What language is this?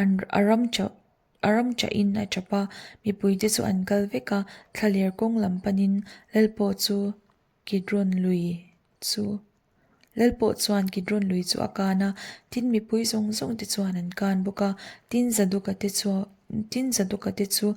Mizo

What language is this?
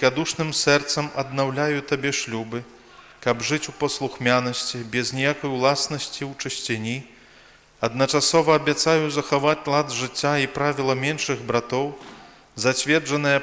Belarusian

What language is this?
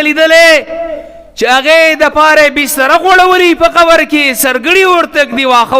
Pashto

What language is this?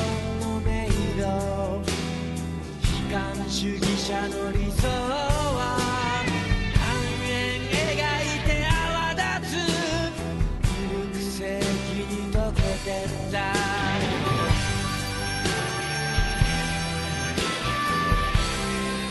Japanese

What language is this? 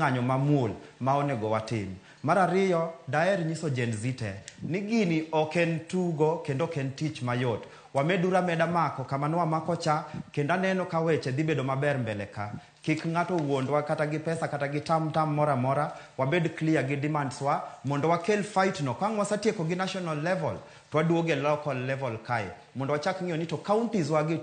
Luo (Kenya and Tanzania)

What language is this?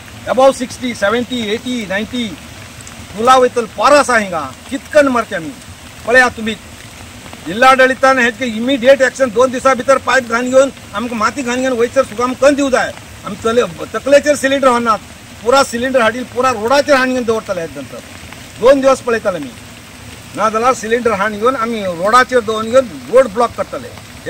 Konkani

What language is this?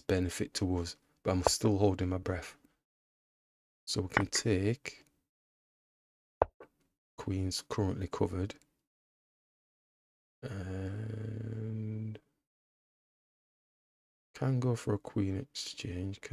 English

